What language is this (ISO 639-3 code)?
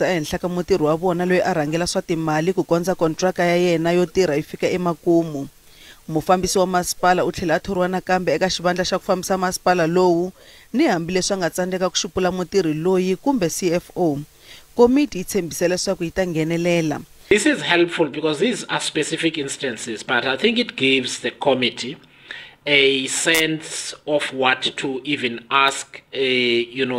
tso